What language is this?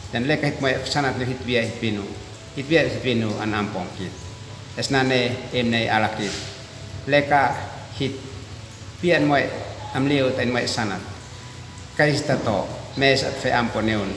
Uab Meto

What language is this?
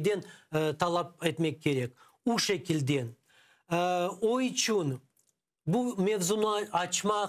Crimean Tatar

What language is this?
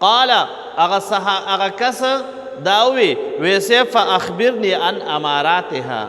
Pashto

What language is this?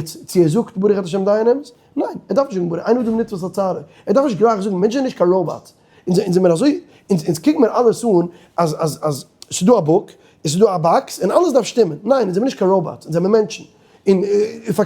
Yiddish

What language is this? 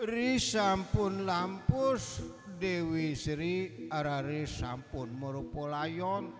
Balinese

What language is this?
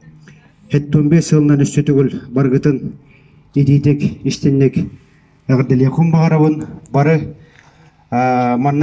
Yakut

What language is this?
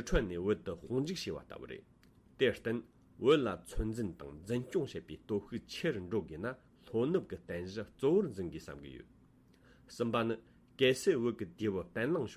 Tibetan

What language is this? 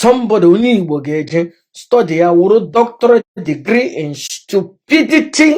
Igbo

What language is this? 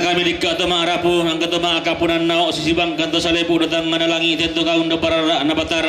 Toraja-Sa'dan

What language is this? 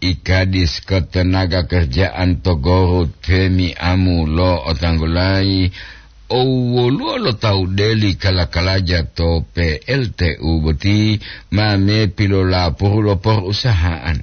Gorontalo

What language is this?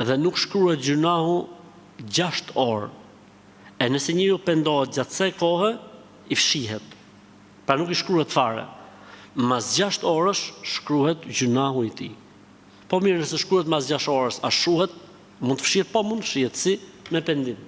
Albanian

